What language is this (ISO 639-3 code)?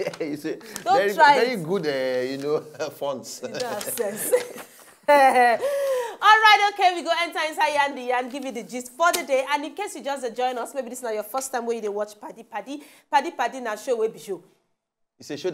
pcm